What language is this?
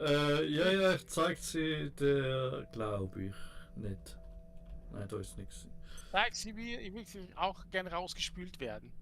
Swiss German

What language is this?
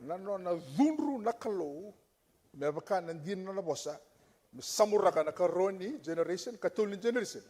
Fijian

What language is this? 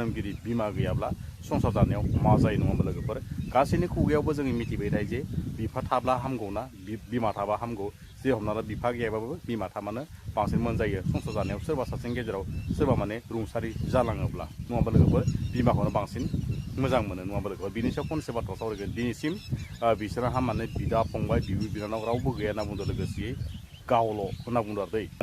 Bodo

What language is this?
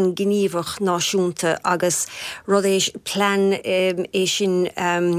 Irish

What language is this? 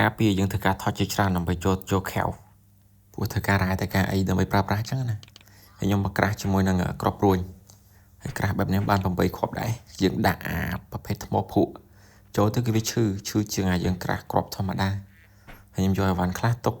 Khmer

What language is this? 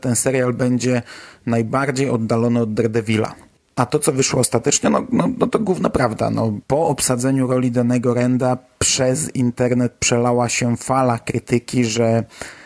Polish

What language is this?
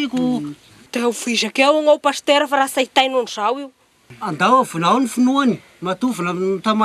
Malagasy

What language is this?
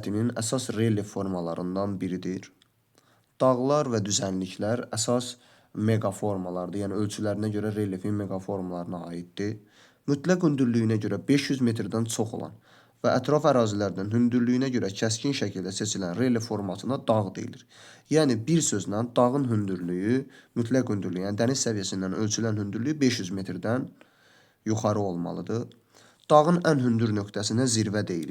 Azerbaijani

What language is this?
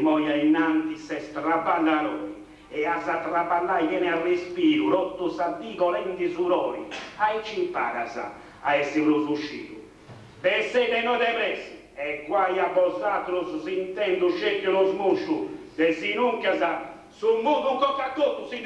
Sardinian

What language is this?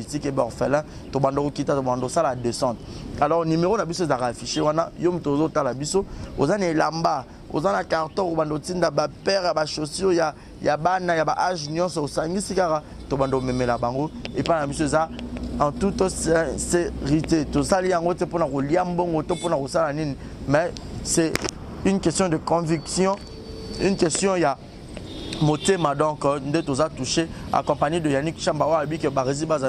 Lingala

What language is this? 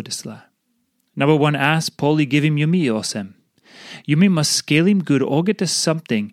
Tok Pisin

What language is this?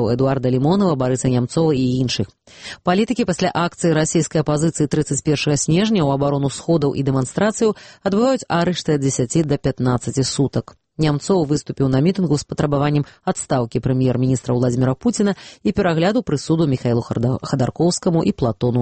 Belarusian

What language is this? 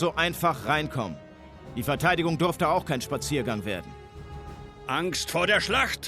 Bavarian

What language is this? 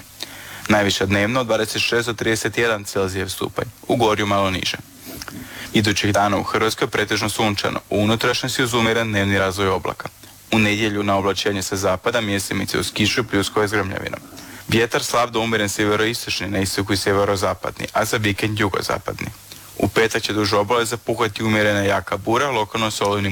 Croatian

